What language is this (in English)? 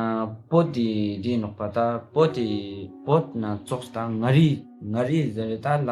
Ladakhi